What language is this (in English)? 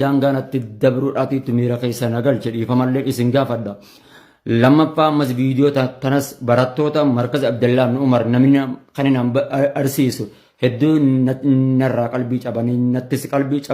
Oromo